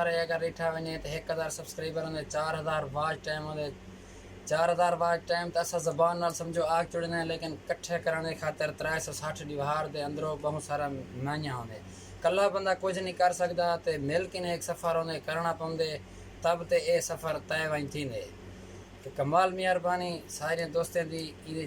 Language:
Saraiki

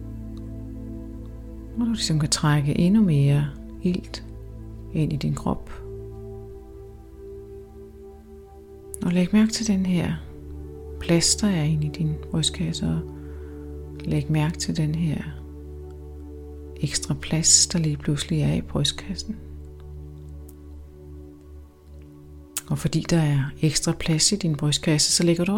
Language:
Danish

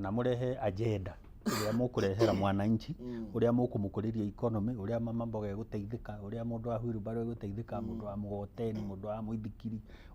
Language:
Kikuyu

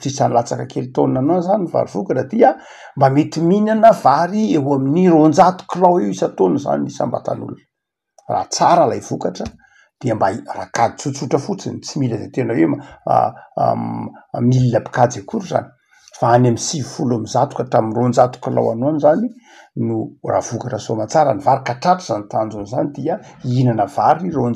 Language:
Malagasy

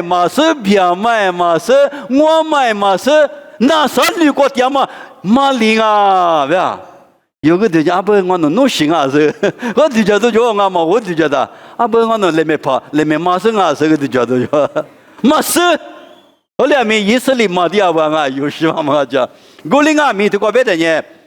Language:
Lisu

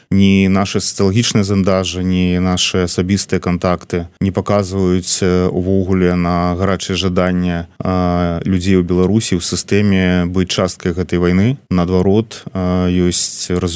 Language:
Belarusian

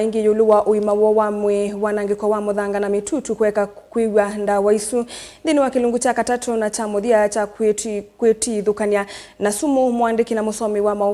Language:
Kamba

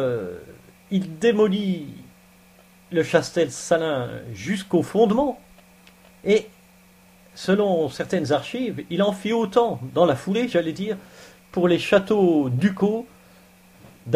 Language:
French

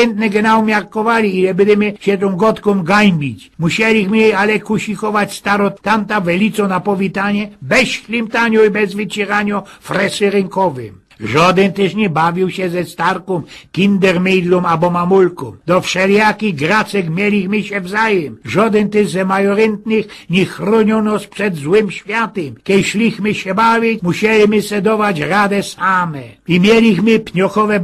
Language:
Silesian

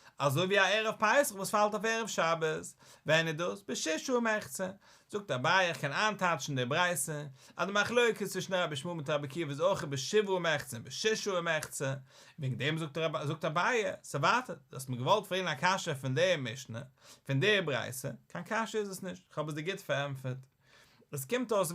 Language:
Yiddish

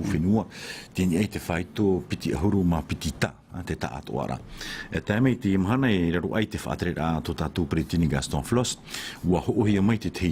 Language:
Tahitian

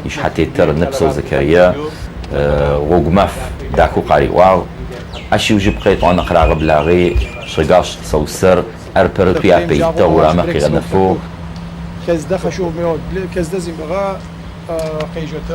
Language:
Adyghe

